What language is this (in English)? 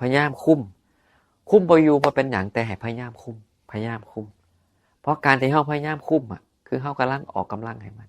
Northeastern Thai